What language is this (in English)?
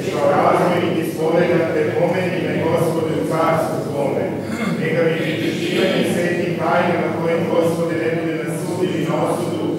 Serbian